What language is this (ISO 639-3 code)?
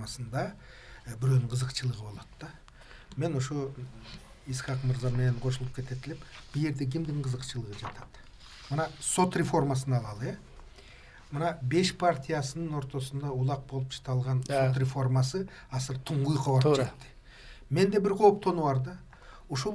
kir